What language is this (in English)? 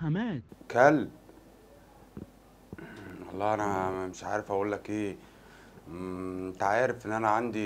Egyptian Arabic